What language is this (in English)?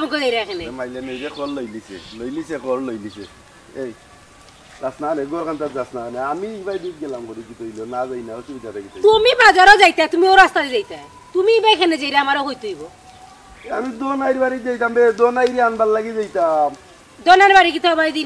Sylheti